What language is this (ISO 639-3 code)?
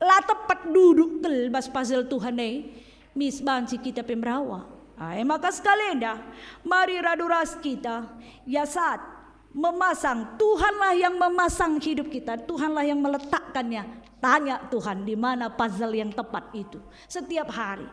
btx